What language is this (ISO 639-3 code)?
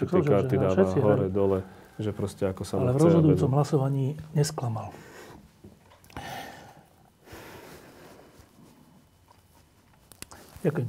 slk